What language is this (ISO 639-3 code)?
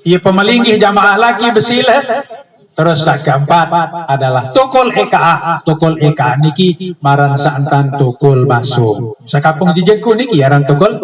sas